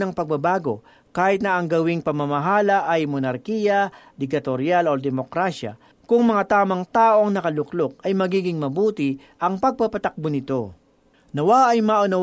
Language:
Filipino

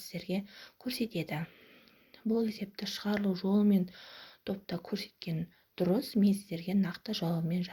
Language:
Kazakh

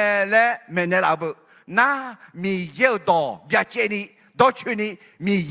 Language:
Akha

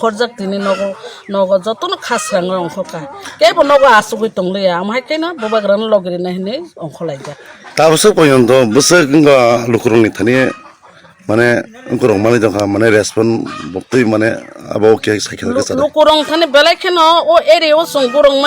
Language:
Kok Borok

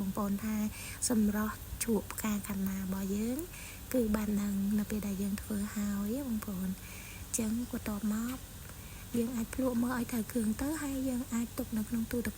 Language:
Khmer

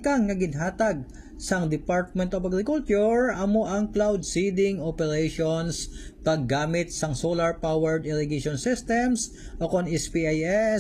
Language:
Hiligaynon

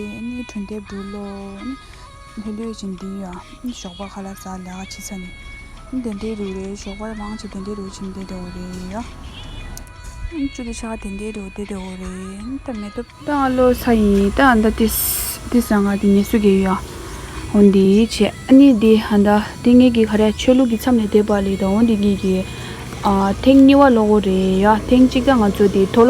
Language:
Tibetan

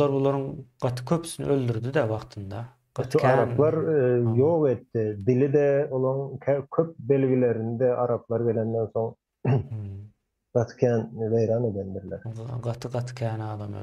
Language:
Turkmen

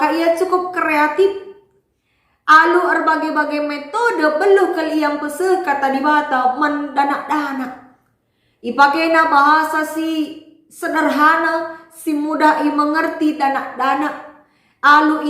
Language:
Batak Karo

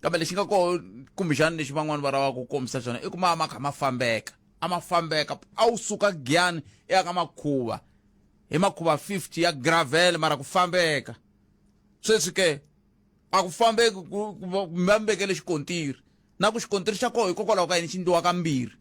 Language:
Tsonga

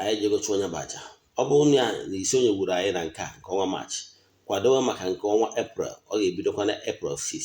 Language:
Igbo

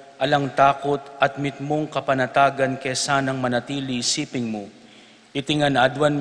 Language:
Pampanga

